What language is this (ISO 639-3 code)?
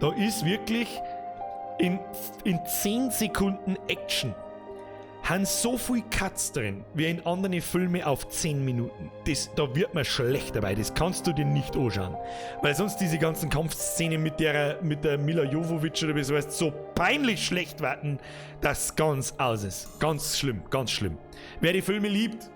bar